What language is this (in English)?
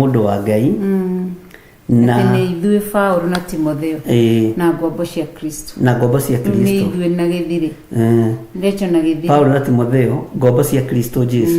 Kikuyu